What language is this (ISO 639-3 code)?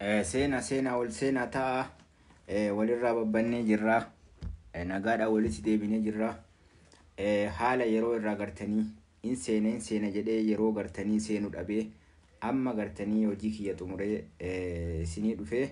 orm